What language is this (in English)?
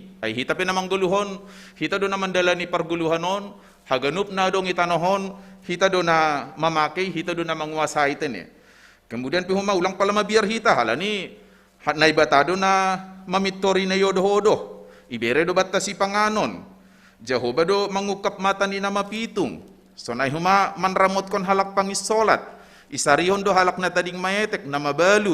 Batak Simalungun